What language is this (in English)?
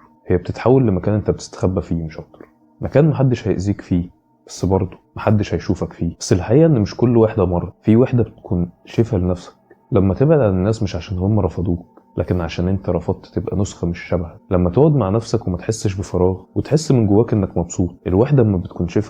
Egyptian Arabic